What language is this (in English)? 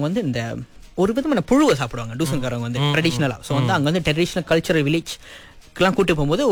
Tamil